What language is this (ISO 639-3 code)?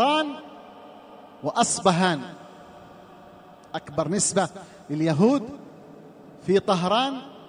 ara